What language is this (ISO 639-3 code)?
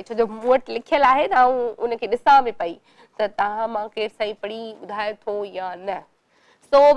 snd